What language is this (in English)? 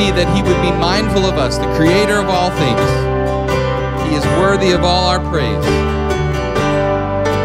English